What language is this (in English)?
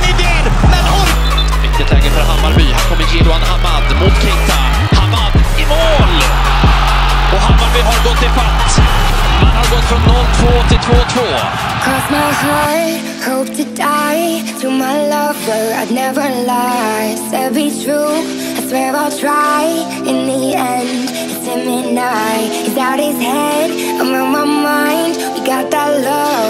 Swedish